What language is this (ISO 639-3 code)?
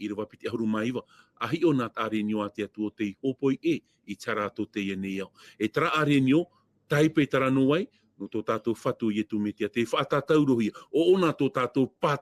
tah